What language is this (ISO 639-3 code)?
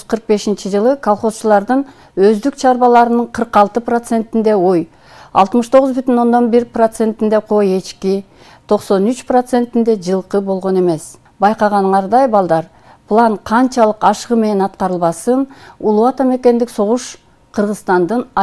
kir